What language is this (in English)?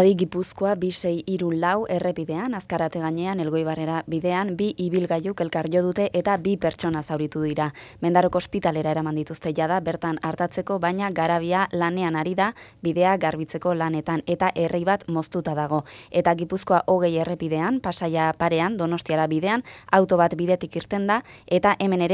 Basque